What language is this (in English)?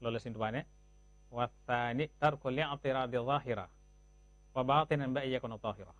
Wolof